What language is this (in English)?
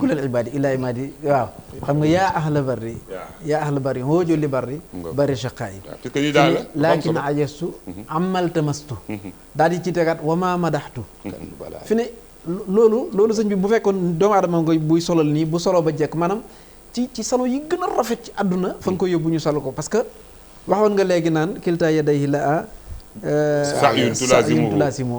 Wolof